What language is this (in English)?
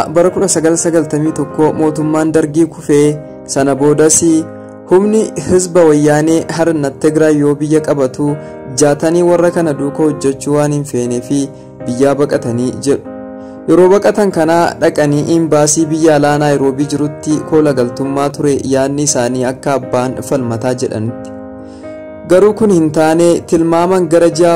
Oromo